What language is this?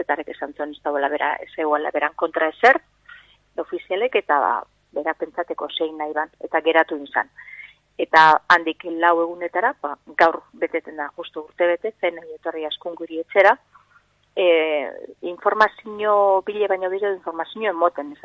Basque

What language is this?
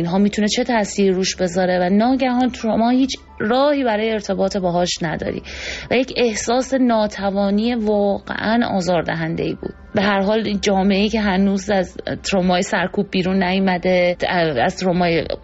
Persian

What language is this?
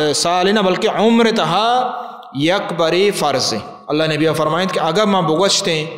Baluchi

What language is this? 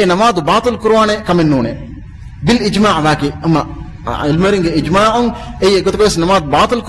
Divehi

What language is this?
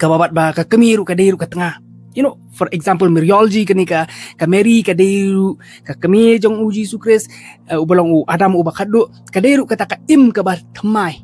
Khasi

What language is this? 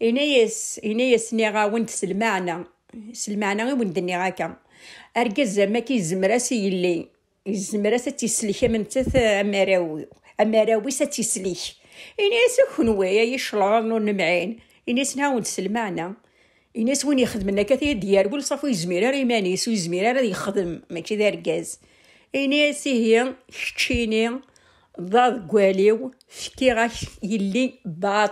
Kabyle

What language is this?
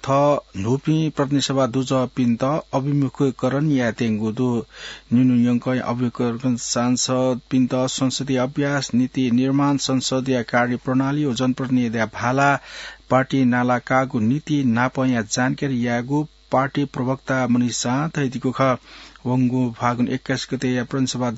Newari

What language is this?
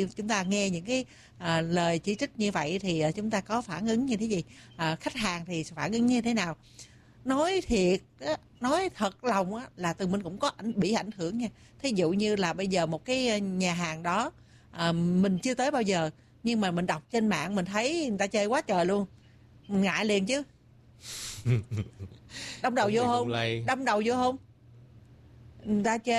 Vietnamese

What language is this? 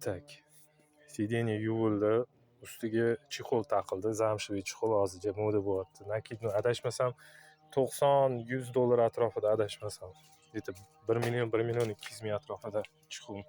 Uzbek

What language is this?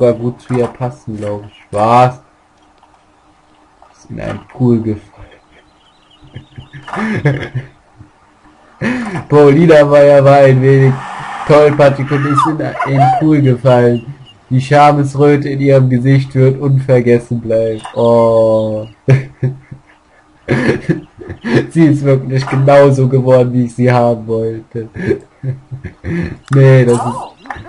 German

